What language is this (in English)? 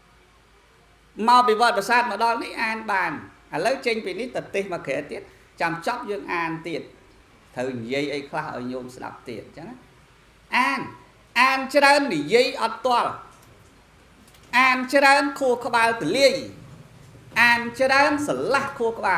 Khmer